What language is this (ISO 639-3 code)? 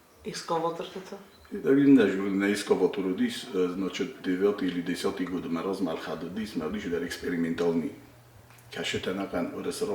oss